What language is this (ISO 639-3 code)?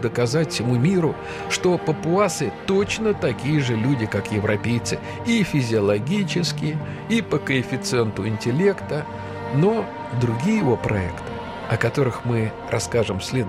rus